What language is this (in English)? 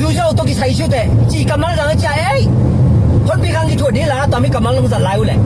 Tedim Chin